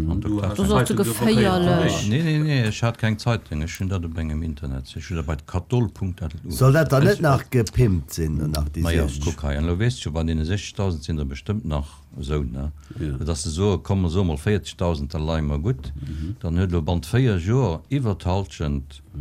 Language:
Luxembourgish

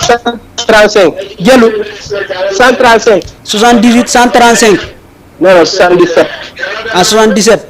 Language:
Fula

